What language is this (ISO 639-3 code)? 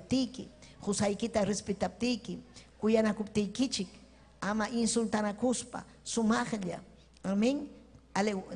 quy